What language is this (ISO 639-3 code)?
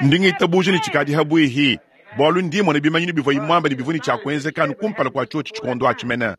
lua